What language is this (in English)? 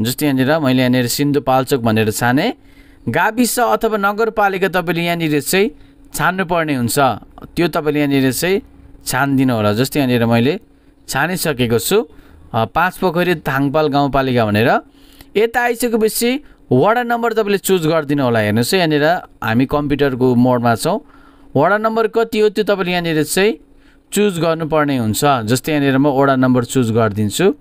Nepali